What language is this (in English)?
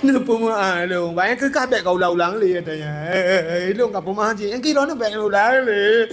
Achinese